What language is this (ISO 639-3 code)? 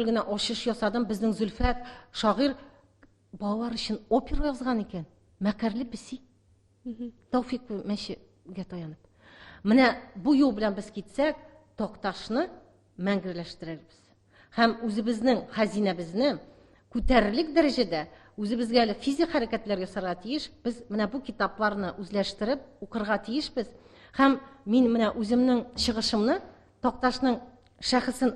tat